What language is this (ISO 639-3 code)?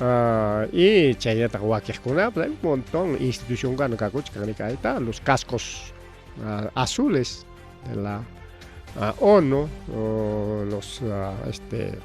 quy